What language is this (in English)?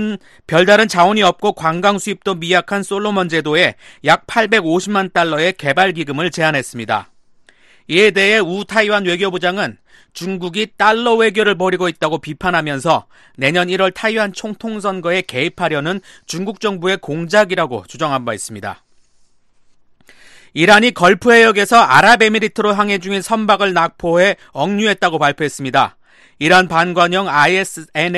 Korean